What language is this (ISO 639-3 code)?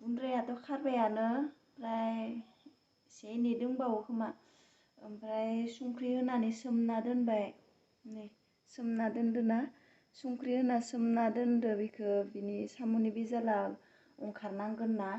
brx